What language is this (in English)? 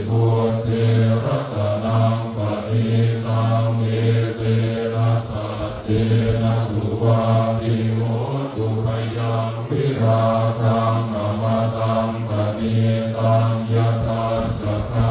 Pali